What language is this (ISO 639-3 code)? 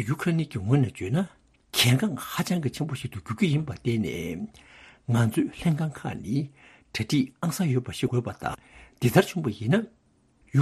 bod